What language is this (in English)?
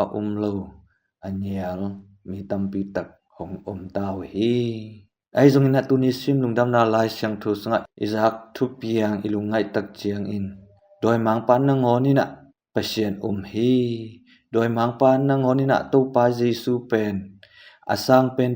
Tedim Chin